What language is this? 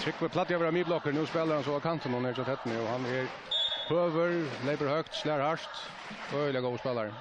Faroese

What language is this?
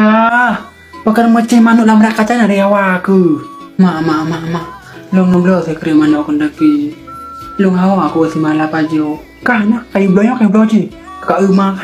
Achinese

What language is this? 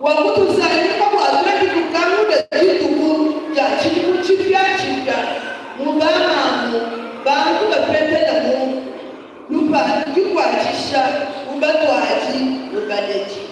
Luba-Lulua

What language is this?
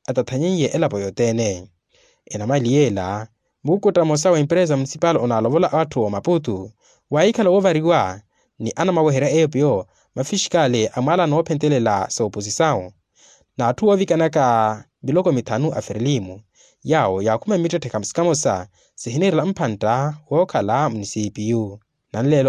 Makhuwa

